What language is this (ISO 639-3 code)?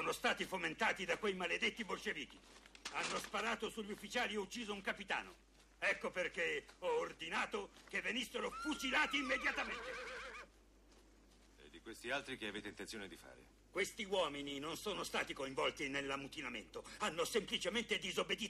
ita